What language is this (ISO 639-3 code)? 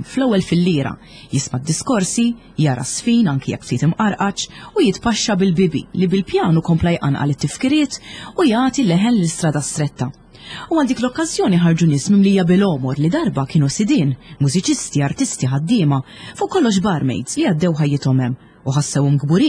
mlt